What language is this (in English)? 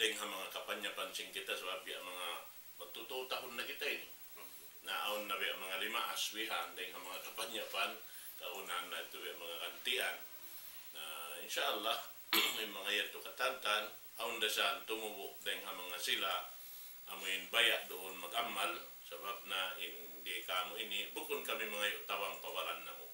Tausug